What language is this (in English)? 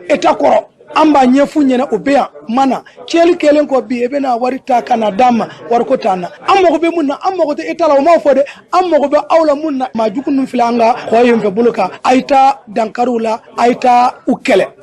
Bambara